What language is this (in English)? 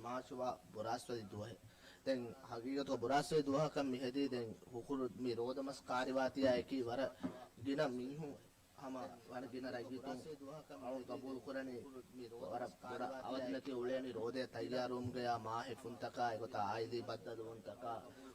Divehi